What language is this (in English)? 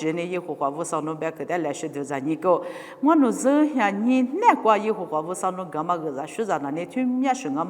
Lisu